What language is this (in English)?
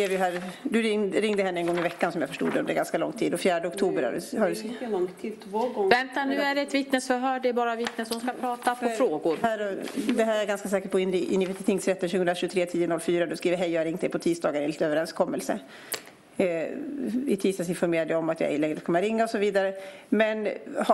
Swedish